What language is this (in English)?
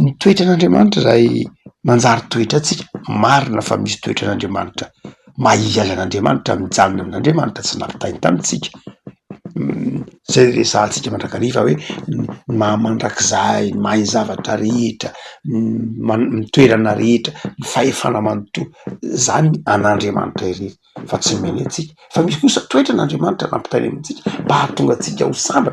Malagasy